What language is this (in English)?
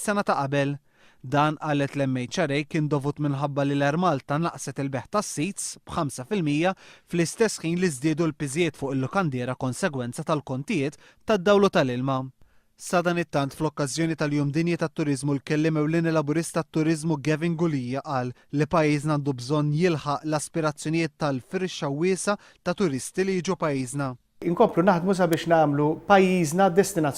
Maltese